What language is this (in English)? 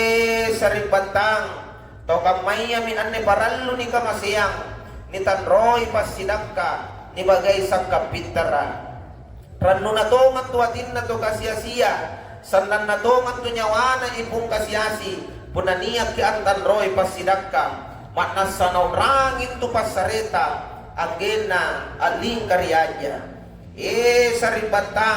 Makasar